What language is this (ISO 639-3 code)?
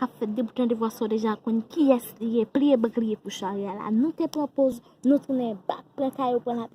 hat